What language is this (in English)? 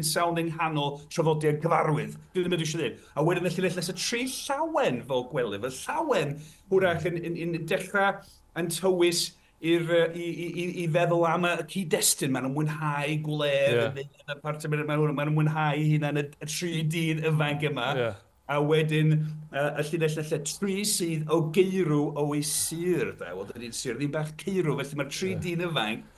Welsh